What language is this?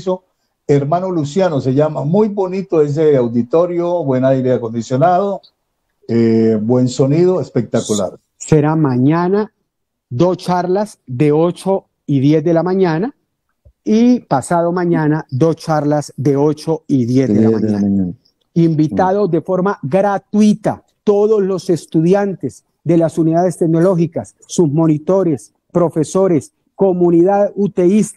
Spanish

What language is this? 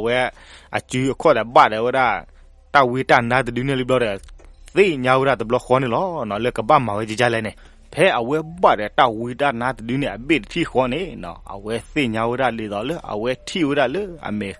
S'gaw Karen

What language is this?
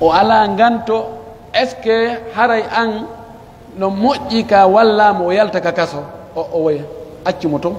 Pular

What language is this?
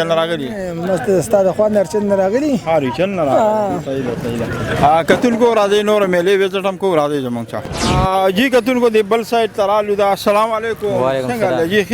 Pashto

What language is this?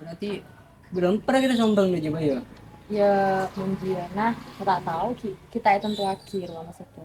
Madurese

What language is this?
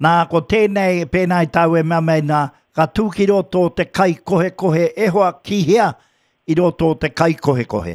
Māori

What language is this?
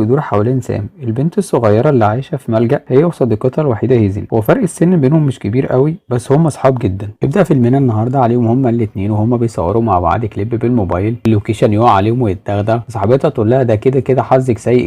Egyptian Arabic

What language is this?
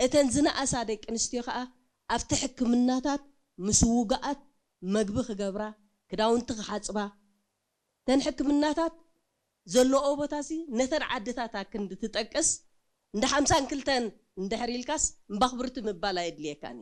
Tigrinya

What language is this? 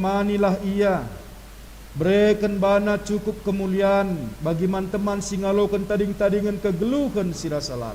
Batak Karo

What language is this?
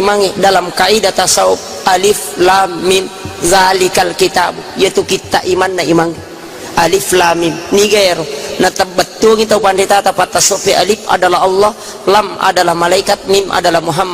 Buginese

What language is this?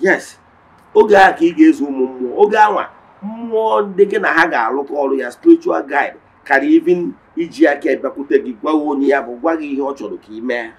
Igbo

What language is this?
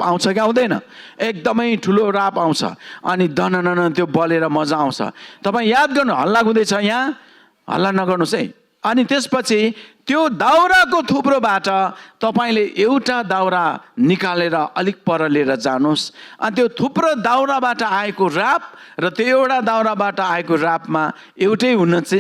Nepali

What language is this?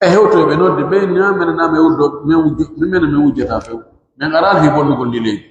Pular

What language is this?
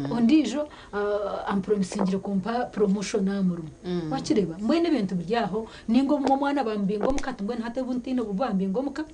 Nyankole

